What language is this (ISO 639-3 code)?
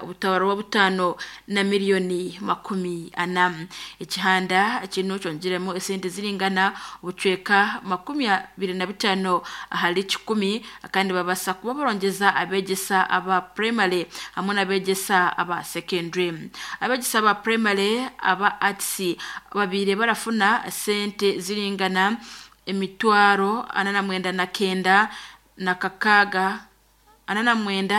nyn